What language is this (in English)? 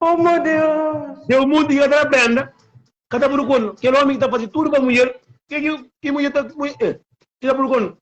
Kabuverdianu